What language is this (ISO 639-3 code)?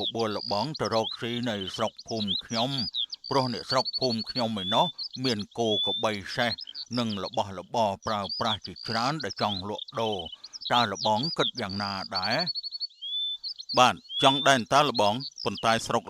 khm